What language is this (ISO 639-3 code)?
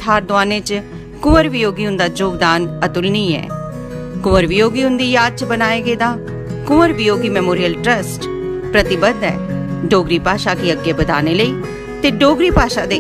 doi